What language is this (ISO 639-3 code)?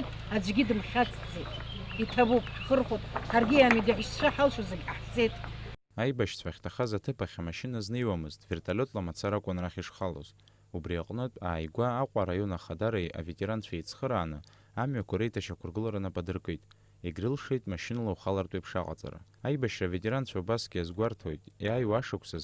abk